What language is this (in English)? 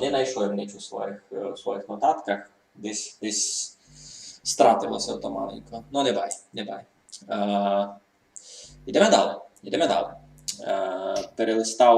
Rusyn